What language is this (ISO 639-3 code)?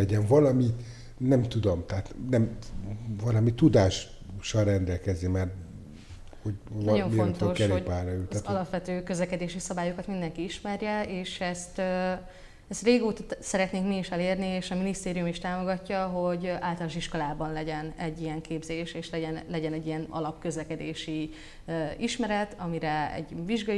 hun